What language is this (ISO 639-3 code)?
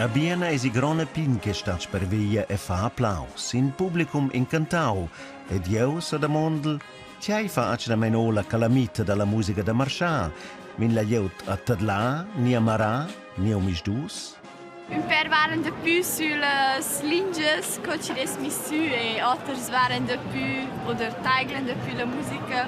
roh